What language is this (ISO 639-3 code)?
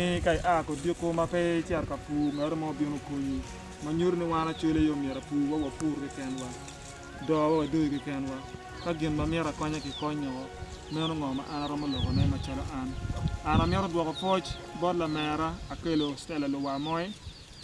ach